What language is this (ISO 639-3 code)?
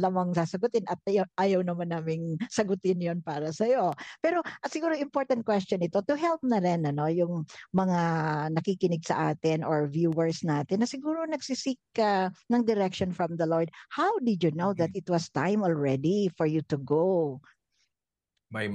fil